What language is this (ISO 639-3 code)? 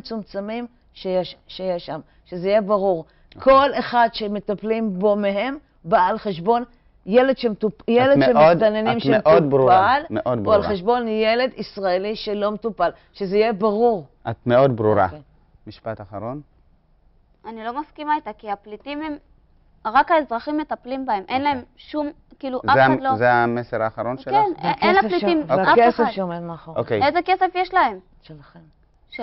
heb